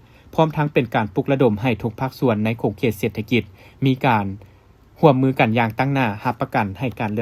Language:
Lao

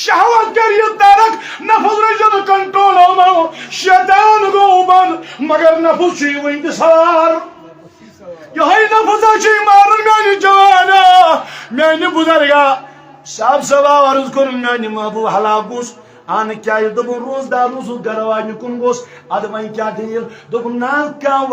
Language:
Kashmiri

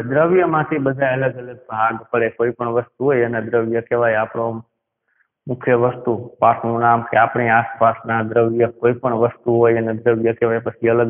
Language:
Gujarati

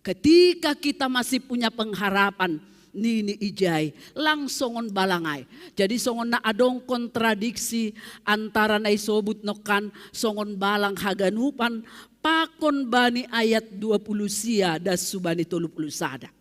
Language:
Batak Simalungun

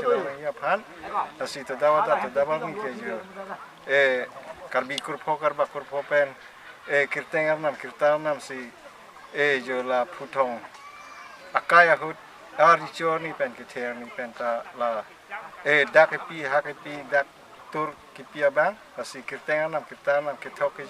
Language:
Karbi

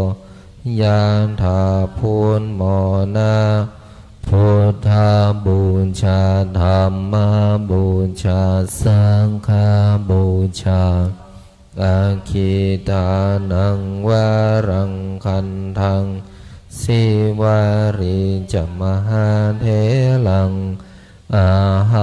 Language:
Pali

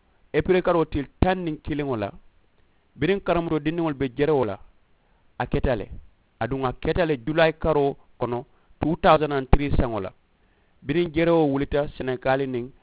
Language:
Mandingo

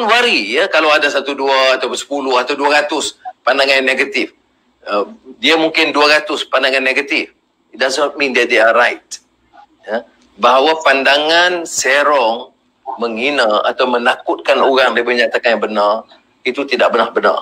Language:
Malay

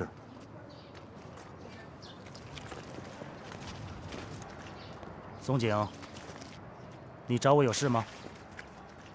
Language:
Chinese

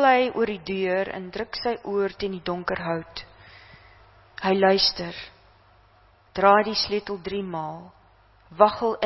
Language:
Afrikaans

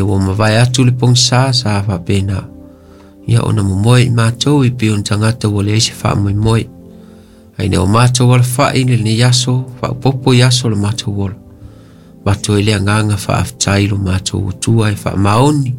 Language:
Samoan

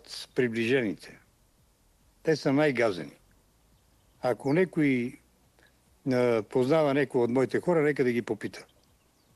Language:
Bulgarian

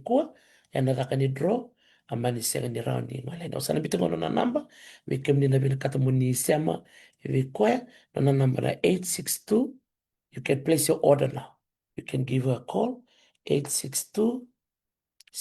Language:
Fijian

